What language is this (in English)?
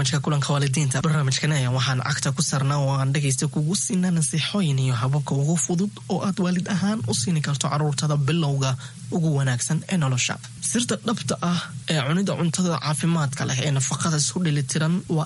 Somali